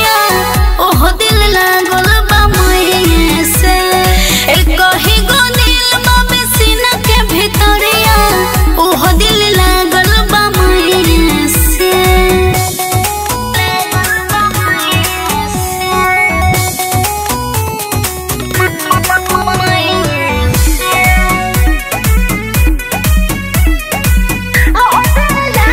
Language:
Bhojpuri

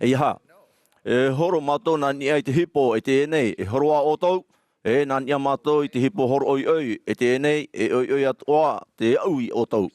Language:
Tahitian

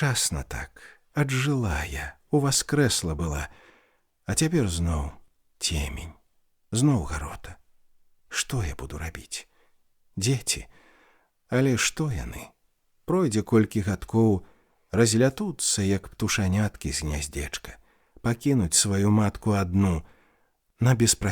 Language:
Belarusian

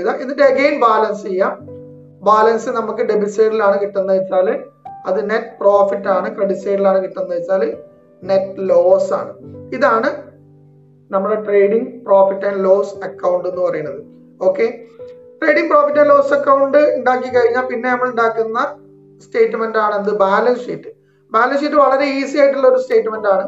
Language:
Malayalam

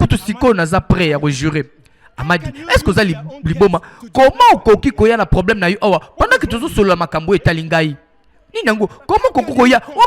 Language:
Lingala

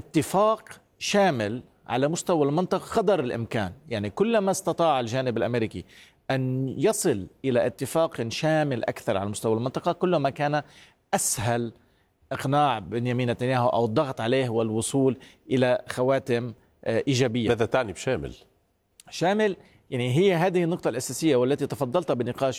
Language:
Arabic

